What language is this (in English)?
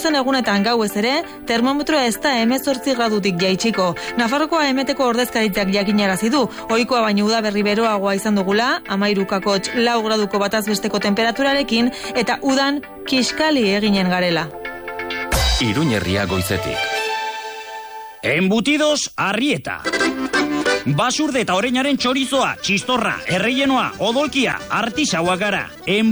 Basque